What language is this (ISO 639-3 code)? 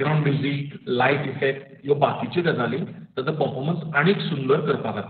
kok